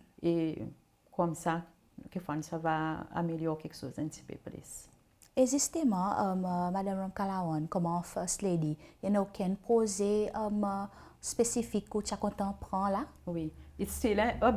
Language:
Seselwa Creole French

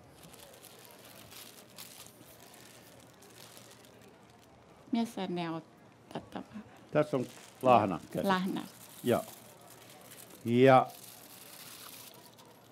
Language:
Finnish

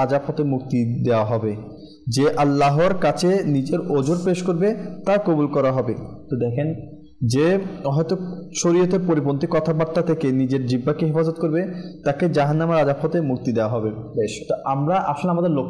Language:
Bangla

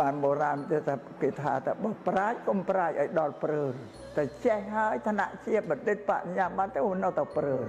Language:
Khmer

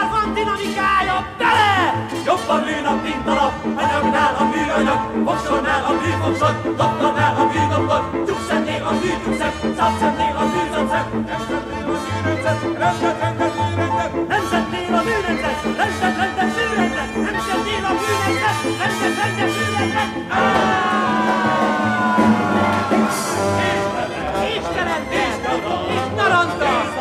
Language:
Hungarian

